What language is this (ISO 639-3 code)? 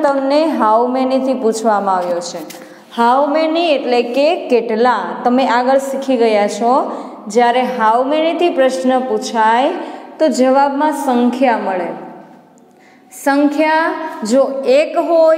guj